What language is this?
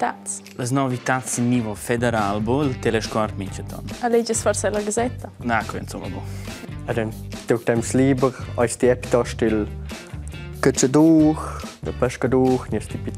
Romansh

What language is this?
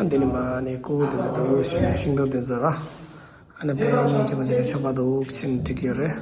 Tibetan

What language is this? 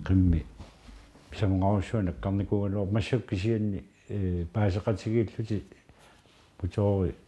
Kalaallisut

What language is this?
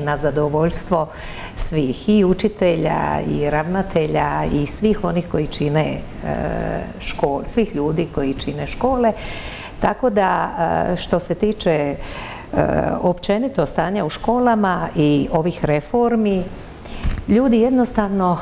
Croatian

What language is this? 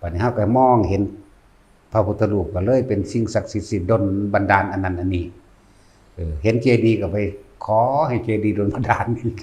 Northeastern Thai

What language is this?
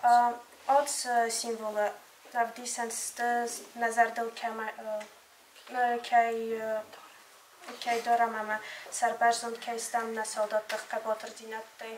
Ossetic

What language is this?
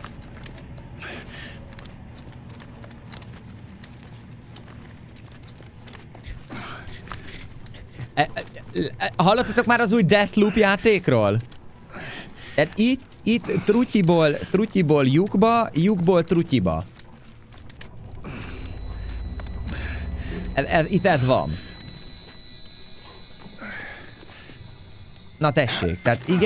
Hungarian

